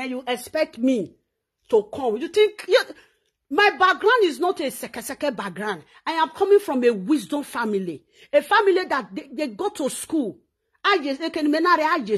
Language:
Nigerian Pidgin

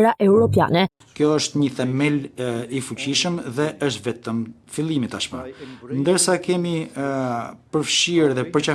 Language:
Albanian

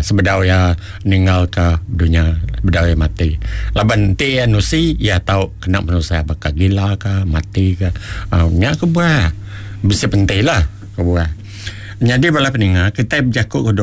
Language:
Iban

